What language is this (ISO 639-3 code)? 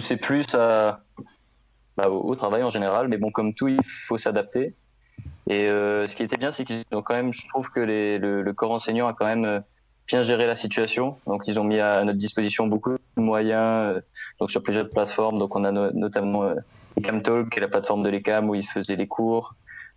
fra